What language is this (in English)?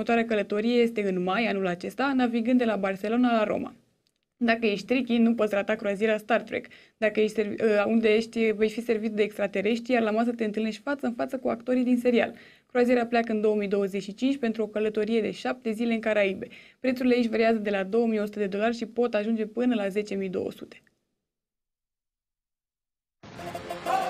Romanian